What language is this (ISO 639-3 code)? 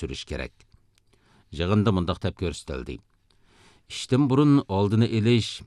uig